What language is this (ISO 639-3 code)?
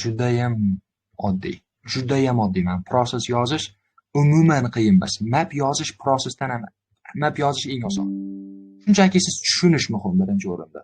uzb